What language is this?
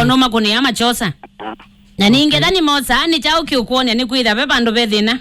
Kamba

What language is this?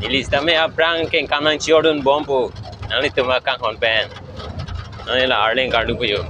Karbi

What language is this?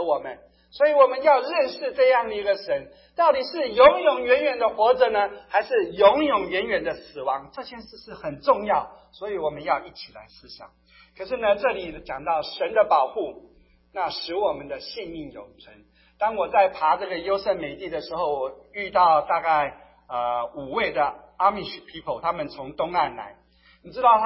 Chinese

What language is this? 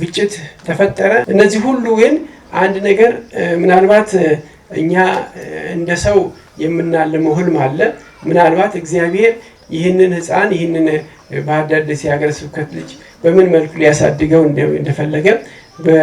Amharic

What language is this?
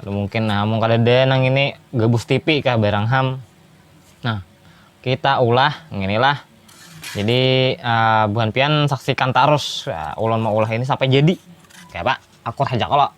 Banjar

